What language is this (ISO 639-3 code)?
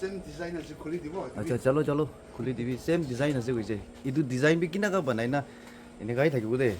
nag